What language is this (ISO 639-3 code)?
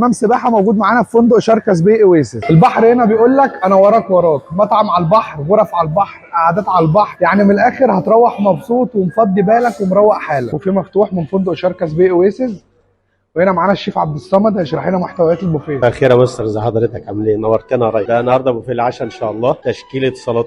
arz